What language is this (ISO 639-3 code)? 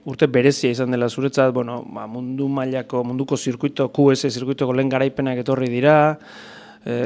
eus